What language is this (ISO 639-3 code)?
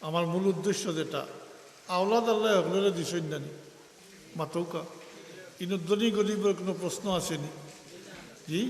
syl